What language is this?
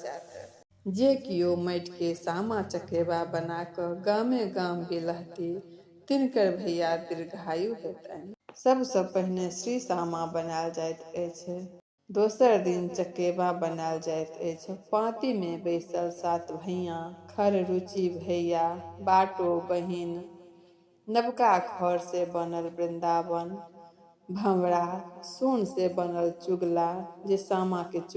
Maithili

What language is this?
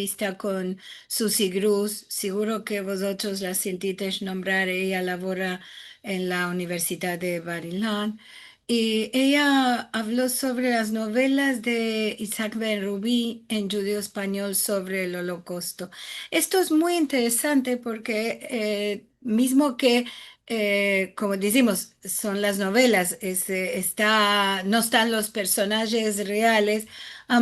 Ladino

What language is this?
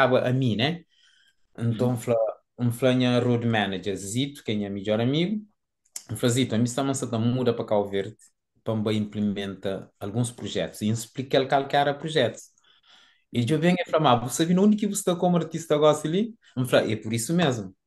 Kabuverdianu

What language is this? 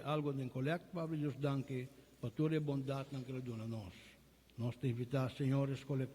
Papiamento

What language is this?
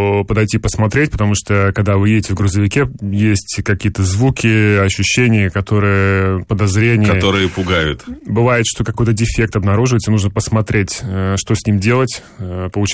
Russian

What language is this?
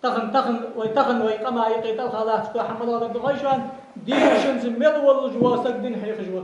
Ingush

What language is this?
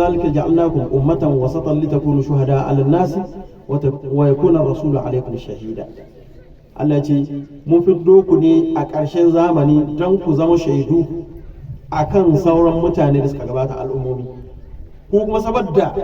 Hausa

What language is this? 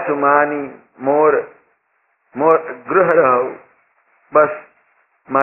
Gujarati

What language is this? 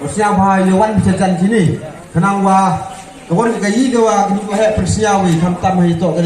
Khasi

